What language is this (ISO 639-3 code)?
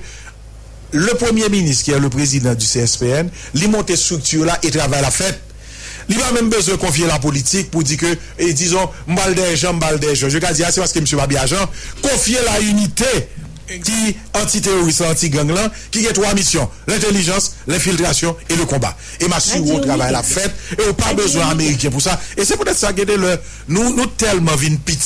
hat